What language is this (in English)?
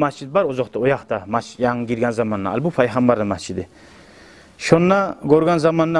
Kumyk